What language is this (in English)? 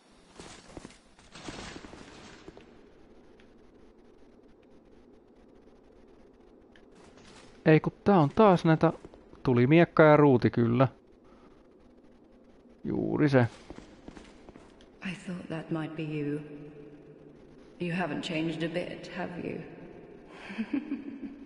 Finnish